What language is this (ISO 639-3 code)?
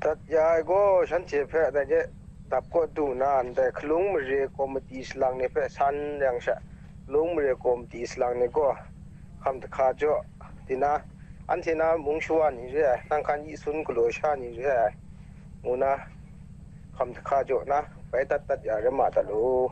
kac